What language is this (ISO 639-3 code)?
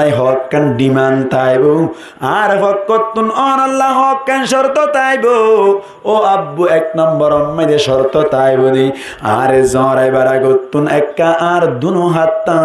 rhg